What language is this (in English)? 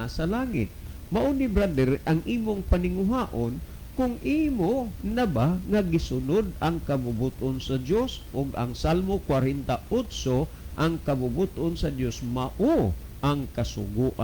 Cebuano